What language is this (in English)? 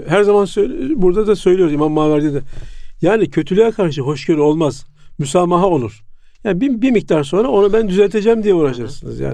Turkish